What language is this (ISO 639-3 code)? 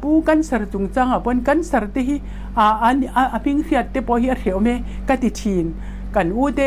lus